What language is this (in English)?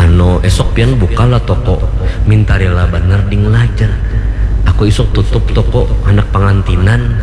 Banjar